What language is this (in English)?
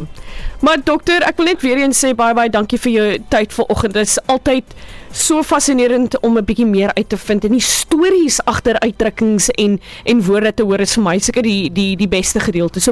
Afrikaans